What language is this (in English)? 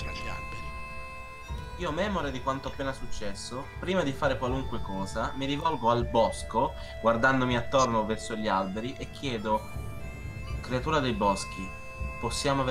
Italian